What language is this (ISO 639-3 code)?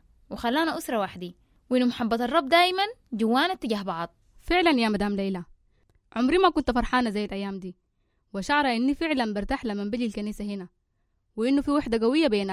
apd